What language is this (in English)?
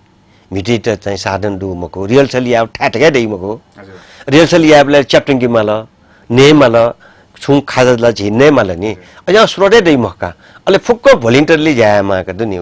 Newari